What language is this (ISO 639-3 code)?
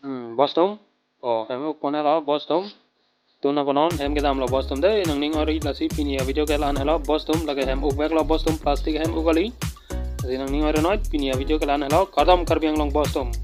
mjw